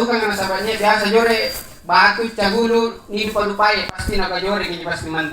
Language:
Makasar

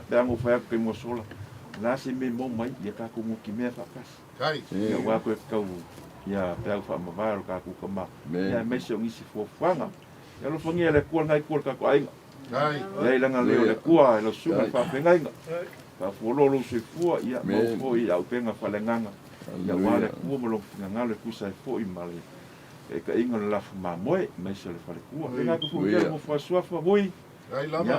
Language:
Samoan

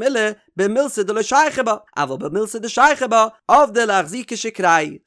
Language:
Yiddish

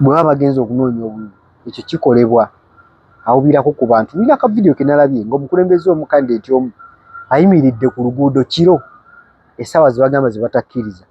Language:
Ganda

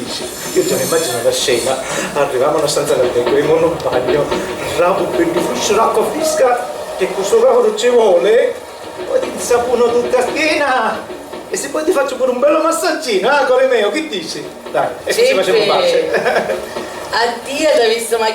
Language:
Sicilian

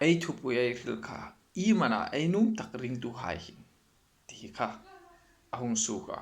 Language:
Hmar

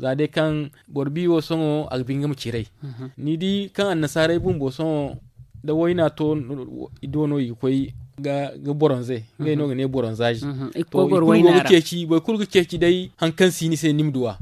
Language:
Zarma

